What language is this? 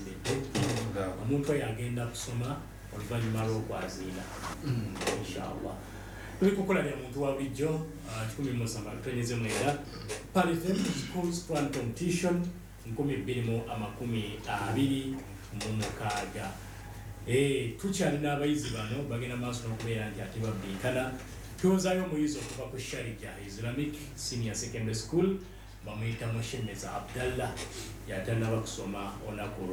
Ganda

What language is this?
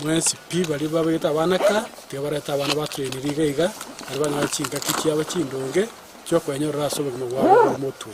Gusii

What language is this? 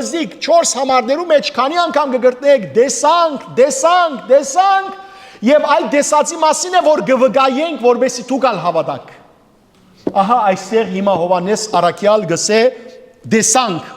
Western Armenian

